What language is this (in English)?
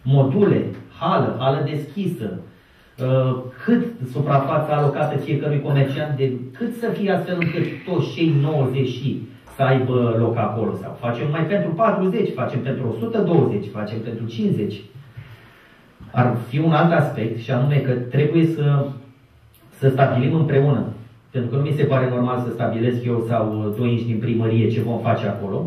Romanian